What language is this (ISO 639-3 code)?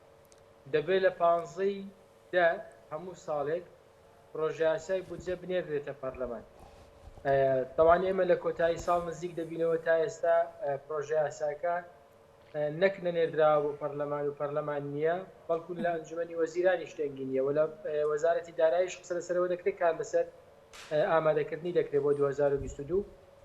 ckb